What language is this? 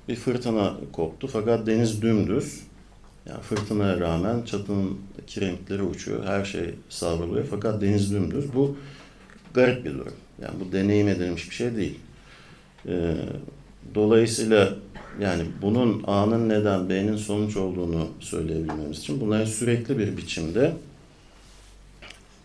Turkish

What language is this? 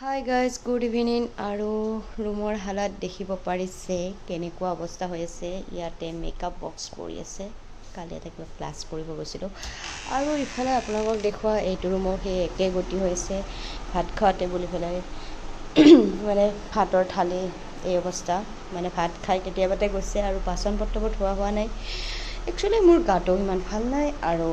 Assamese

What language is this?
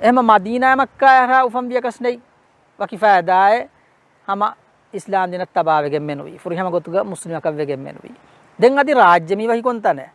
Divehi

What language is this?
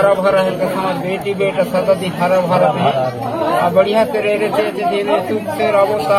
Chhattisgarhi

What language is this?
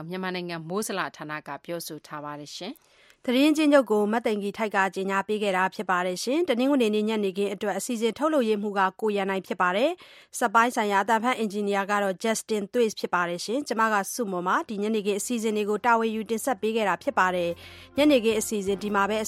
Burmese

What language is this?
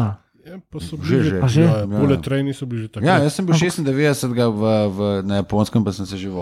Slovenian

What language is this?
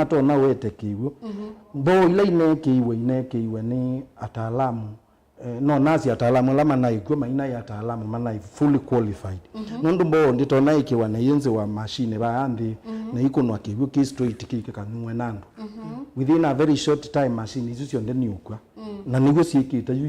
Kamba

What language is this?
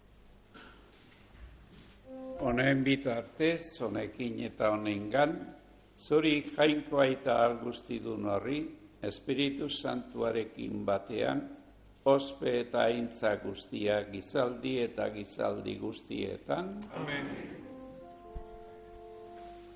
Basque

